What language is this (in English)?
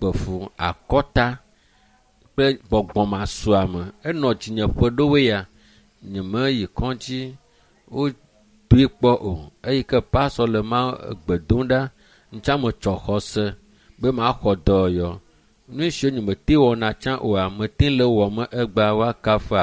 Ewe